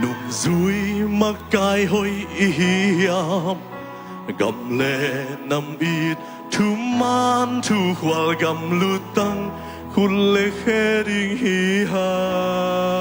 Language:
Tedim Chin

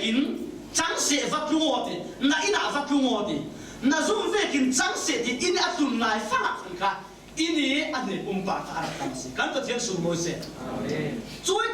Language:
Falam Chin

